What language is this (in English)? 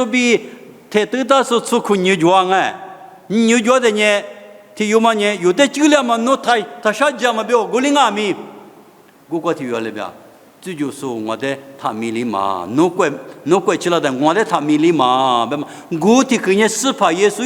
Lisu